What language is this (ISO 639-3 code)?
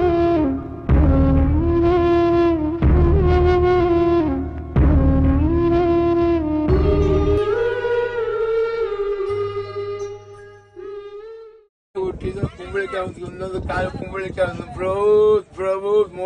kan